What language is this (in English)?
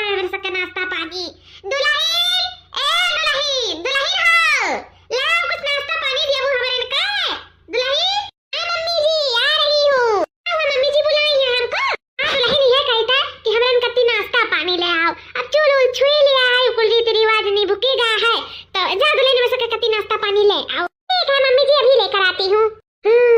Awadhi